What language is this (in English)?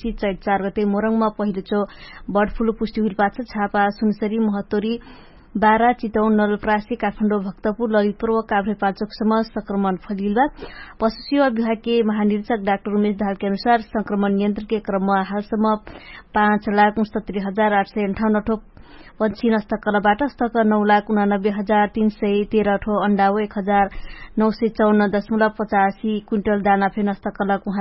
Dangaura Tharu